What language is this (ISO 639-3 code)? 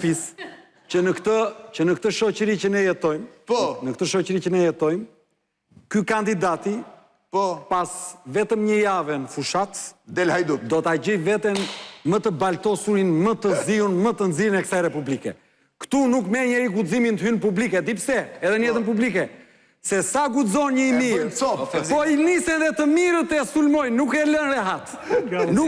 sqi